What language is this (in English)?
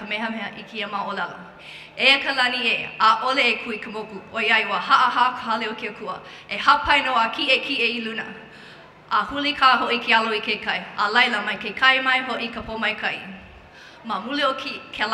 Hawaiian